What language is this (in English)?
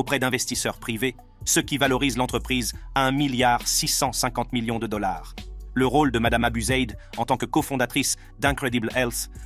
French